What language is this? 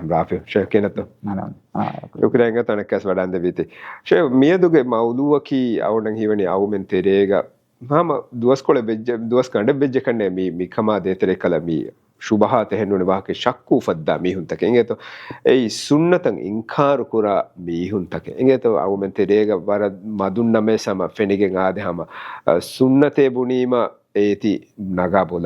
Divehi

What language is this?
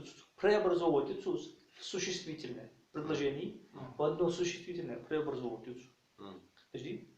Ingush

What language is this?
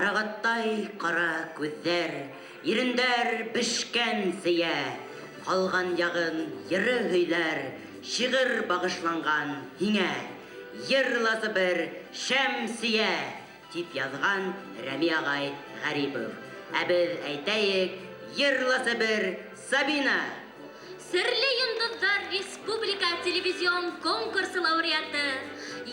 Bashkir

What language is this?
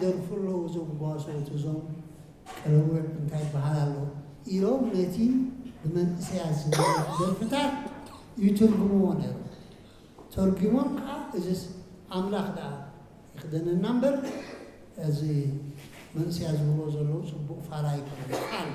Tigrinya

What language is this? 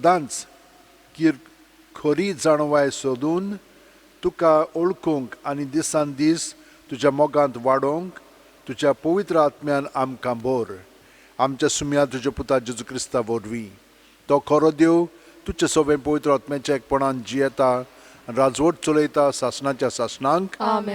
Konkani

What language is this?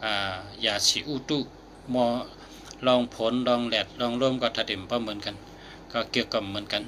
Shan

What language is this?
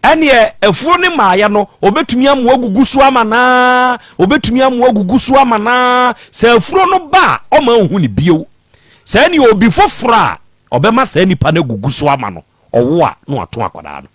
Akan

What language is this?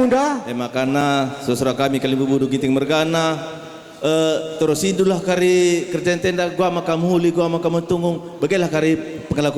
Batak Karo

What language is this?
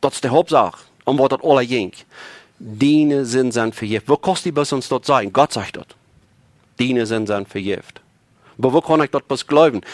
Plautdietsch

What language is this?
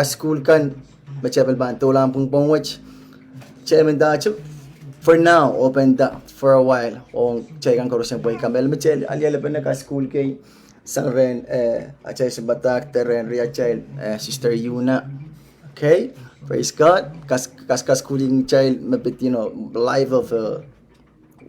Pohnpeian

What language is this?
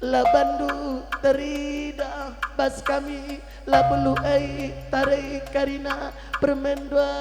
Batak Karo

